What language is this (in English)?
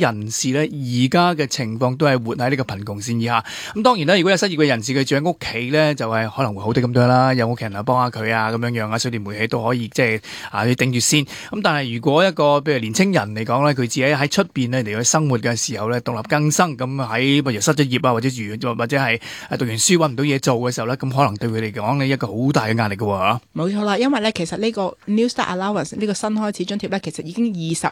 Cantonese